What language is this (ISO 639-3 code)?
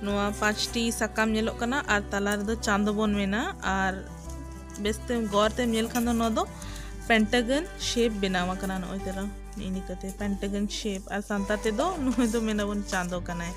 sat